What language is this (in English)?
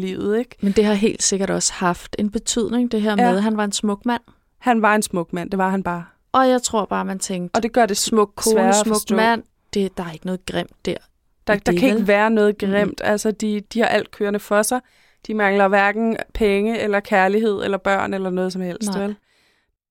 Danish